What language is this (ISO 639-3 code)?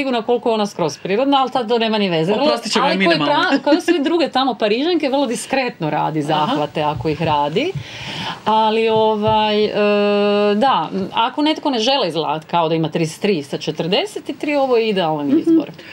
hrv